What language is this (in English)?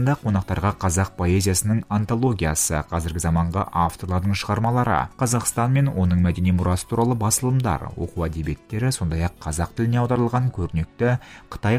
Kazakh